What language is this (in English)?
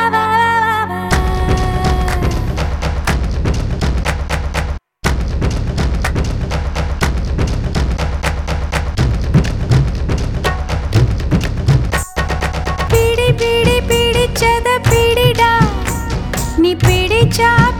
Tamil